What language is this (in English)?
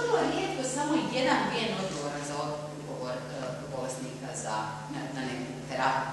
Croatian